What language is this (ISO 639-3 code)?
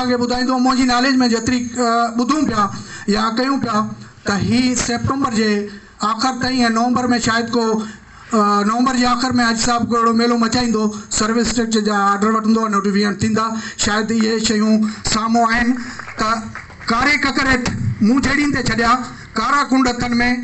snd